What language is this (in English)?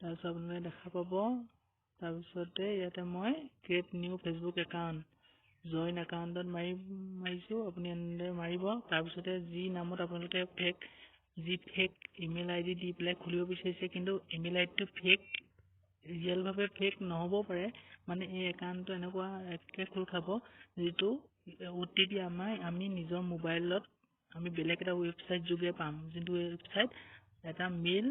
Assamese